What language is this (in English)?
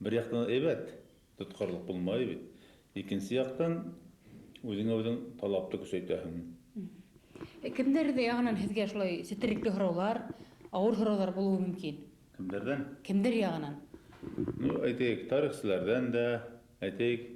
Bashkir